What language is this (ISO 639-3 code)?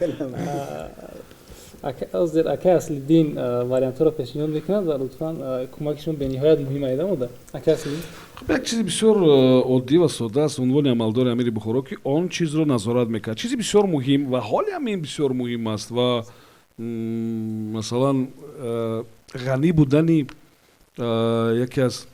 tgk